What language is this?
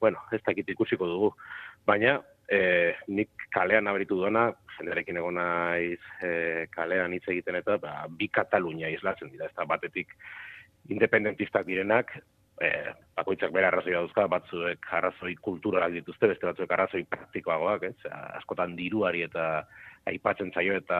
Basque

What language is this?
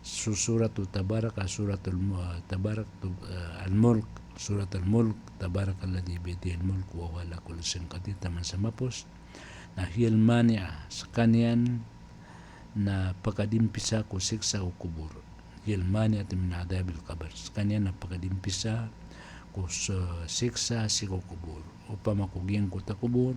Maranao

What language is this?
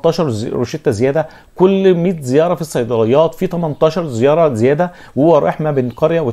Egyptian Arabic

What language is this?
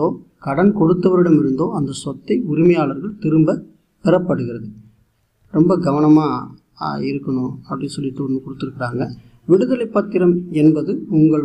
Tamil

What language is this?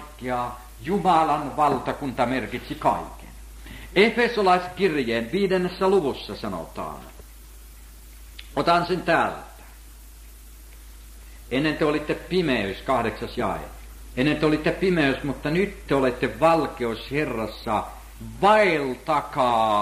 Finnish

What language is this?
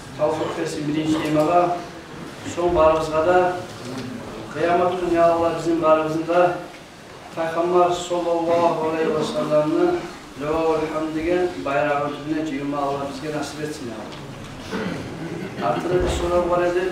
Kumyk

